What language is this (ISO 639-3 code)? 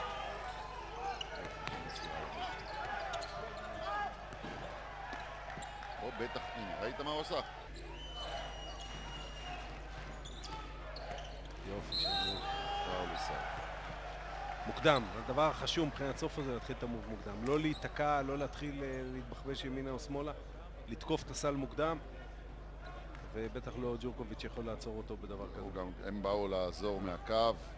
heb